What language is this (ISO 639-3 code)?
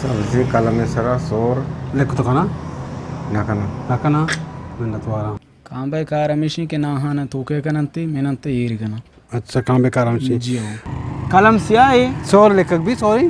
bgp